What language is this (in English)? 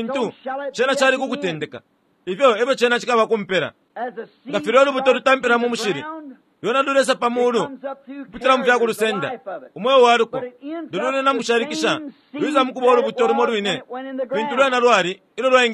Bemba